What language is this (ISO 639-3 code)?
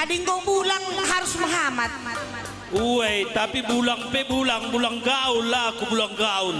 btx